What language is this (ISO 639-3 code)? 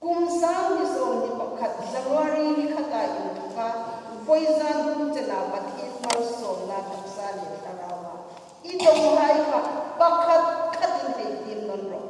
hmr